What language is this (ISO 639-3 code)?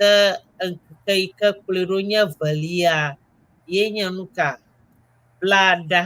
ewe